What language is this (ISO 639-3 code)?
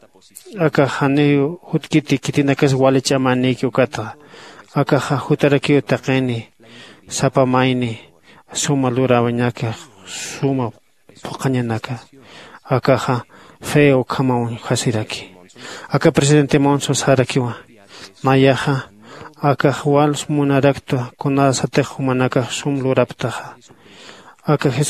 aym